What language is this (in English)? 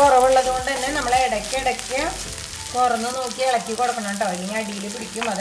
Malayalam